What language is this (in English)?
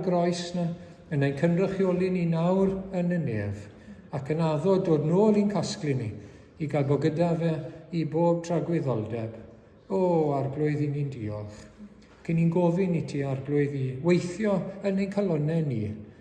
Welsh